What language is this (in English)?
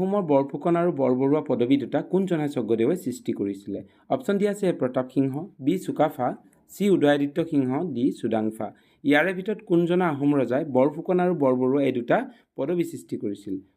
Assamese